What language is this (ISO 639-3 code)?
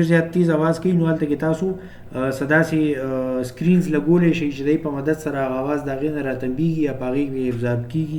pus